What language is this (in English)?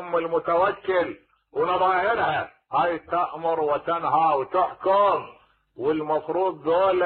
Mesopotamian Arabic